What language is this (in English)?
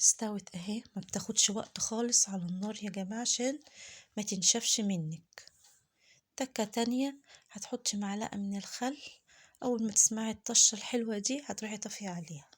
Egyptian Arabic